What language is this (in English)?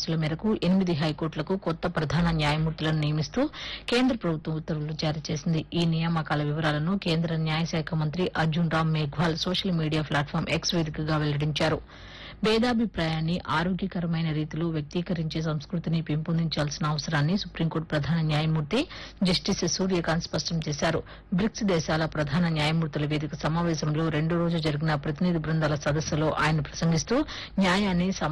Telugu